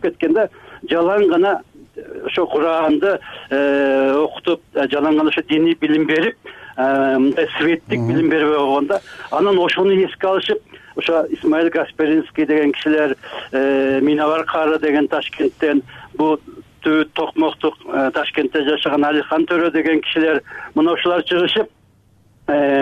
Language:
Kyrgyz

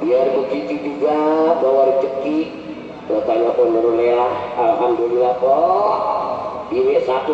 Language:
Betawi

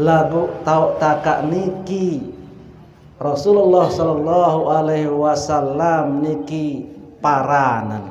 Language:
Sasak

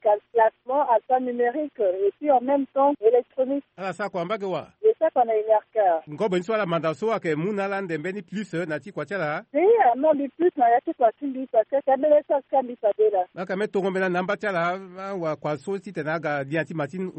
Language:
Sango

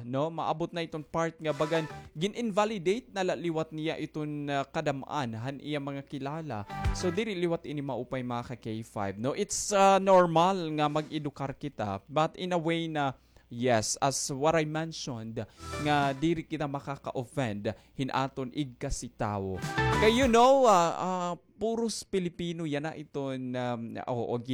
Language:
Waray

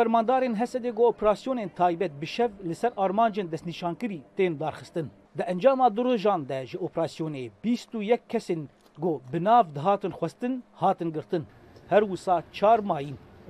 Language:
Kurdish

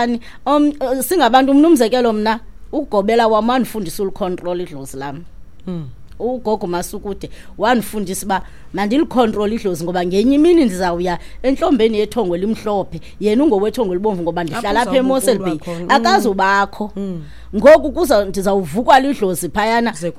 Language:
Xhosa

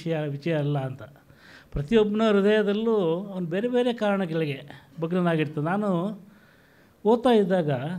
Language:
Kannada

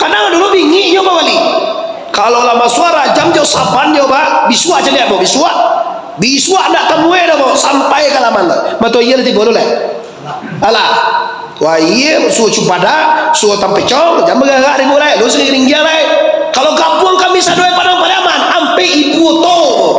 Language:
Minangkabau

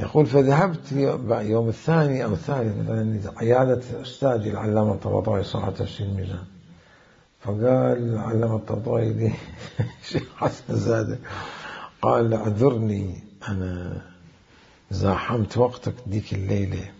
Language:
Mesopotamian Arabic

